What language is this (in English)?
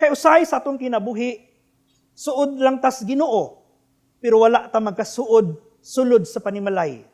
Cebuano